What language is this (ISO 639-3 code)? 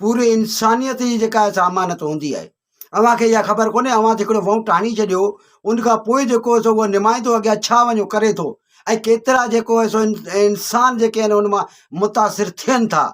snd